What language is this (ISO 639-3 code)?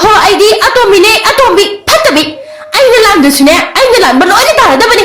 mni